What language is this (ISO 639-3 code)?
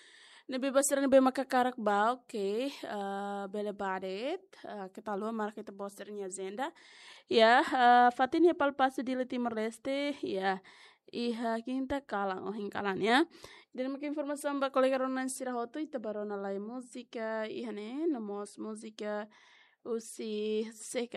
tet